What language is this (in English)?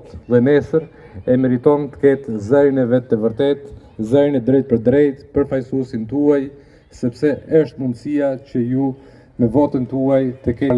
Albanian